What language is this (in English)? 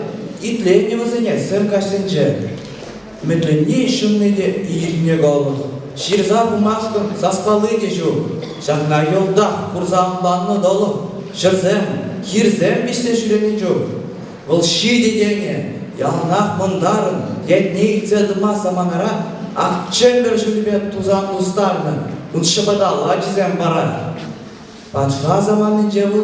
Chuvash